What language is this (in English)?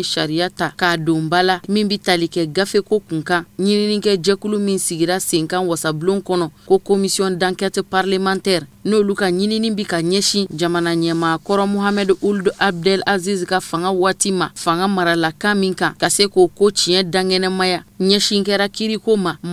Bambara